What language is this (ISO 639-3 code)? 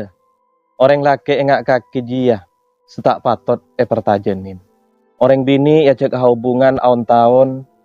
mad